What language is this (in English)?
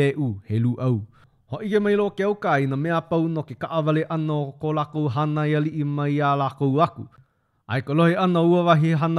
Hawaiian